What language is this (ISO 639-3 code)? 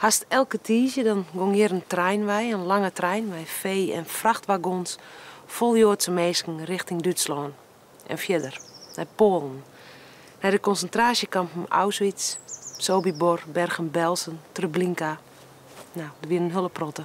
fry